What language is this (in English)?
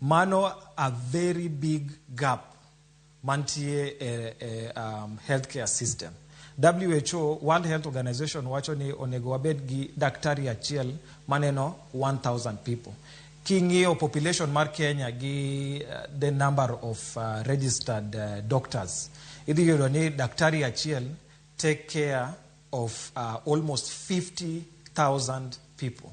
Luo (Kenya and Tanzania)